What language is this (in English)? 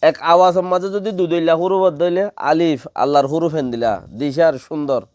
Rohingya